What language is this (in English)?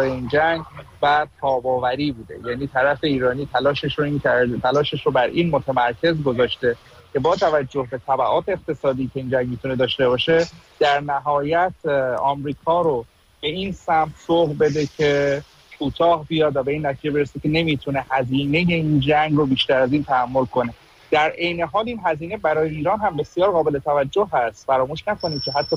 Persian